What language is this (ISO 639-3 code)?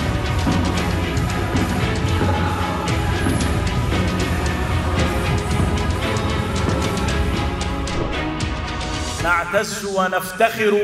ara